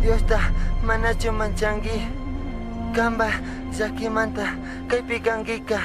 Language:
Chimborazo Highland Quichua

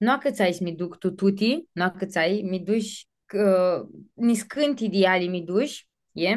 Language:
Aromanian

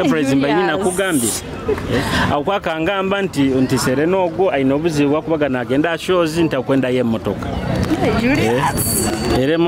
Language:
Nyoro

